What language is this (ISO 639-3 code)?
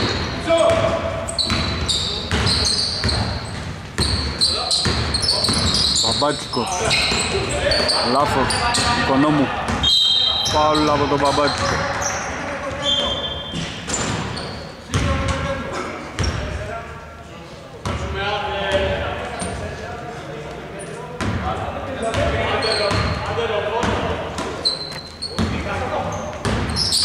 ell